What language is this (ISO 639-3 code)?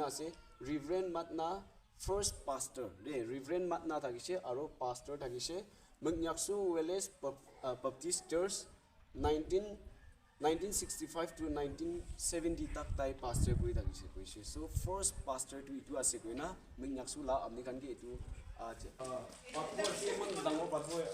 nag